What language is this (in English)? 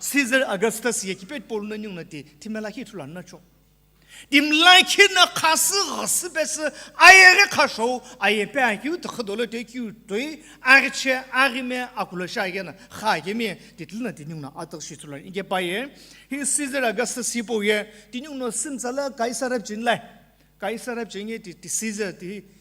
Sumi Naga